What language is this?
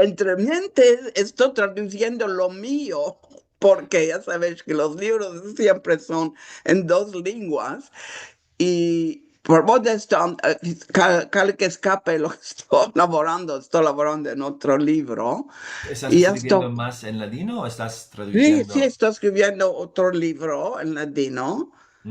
Ladino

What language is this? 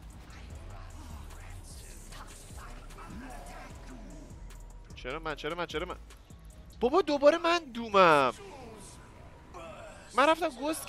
Persian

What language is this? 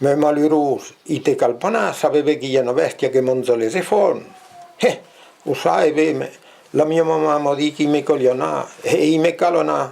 Occitan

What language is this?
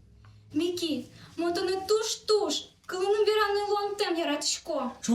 Udmurt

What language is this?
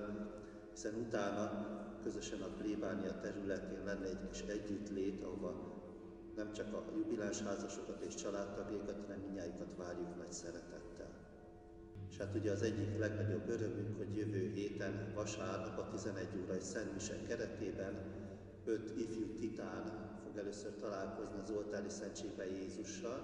Hungarian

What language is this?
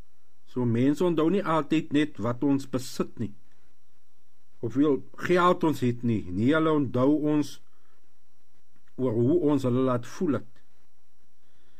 Afrikaans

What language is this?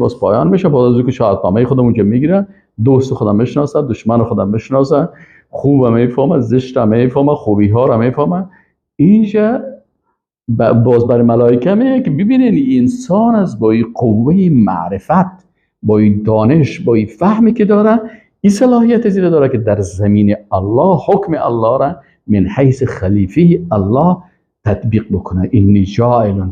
Persian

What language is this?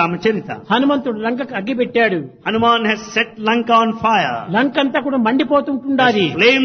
Telugu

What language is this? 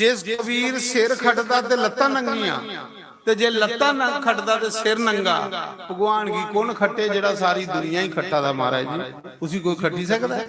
Dogri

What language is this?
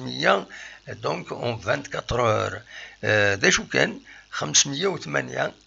Kabyle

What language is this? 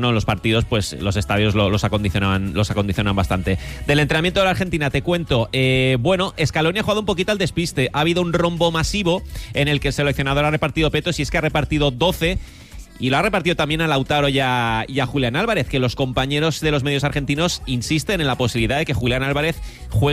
Spanish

